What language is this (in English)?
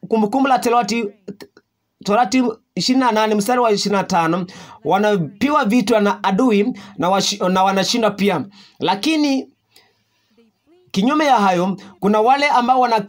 Swahili